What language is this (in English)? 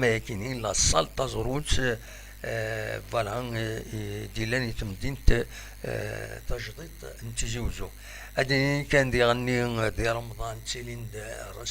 Kabyle